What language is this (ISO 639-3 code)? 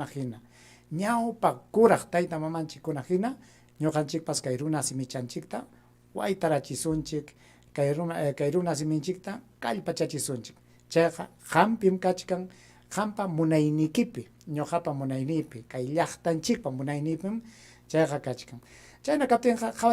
quy